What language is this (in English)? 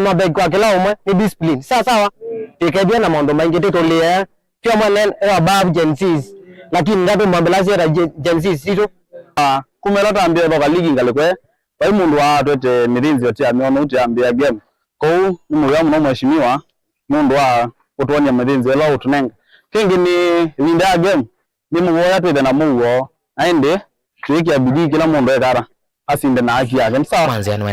Kamba